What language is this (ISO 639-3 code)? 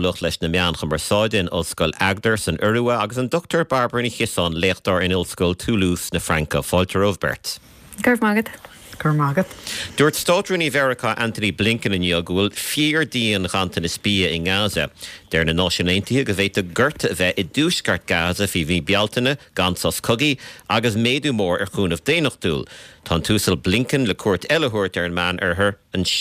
gle